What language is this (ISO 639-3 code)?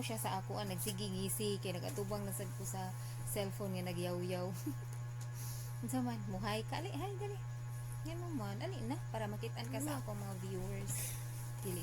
ceb